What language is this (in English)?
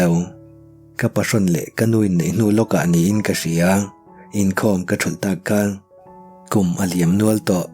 Mizo